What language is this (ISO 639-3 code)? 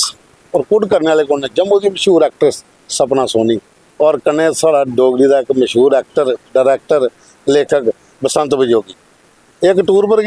doi